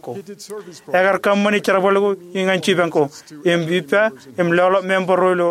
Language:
Marshallese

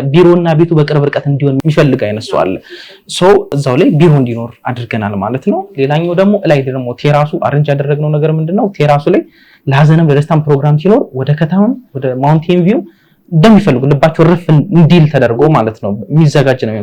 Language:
Amharic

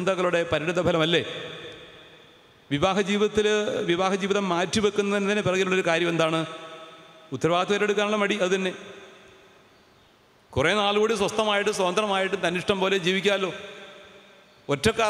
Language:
Malayalam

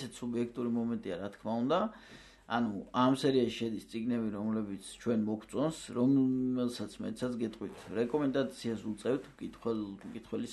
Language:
Georgian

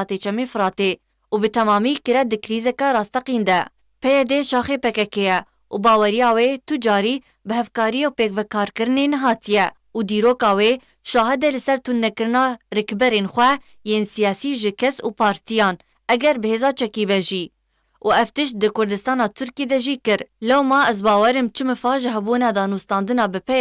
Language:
Kurdish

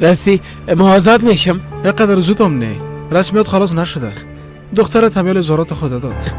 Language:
Persian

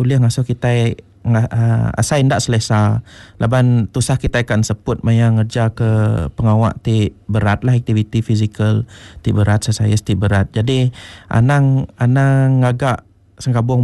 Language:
Iban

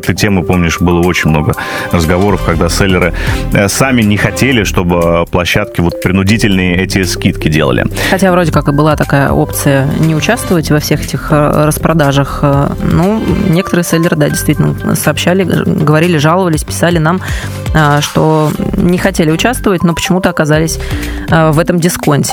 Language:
Russian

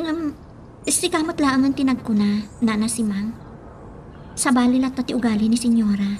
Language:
Iloko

